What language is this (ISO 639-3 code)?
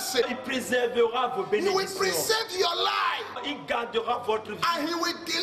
fra